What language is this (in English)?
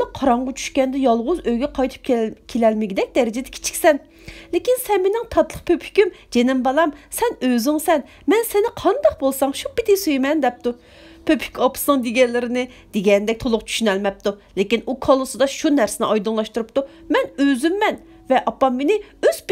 Uyghur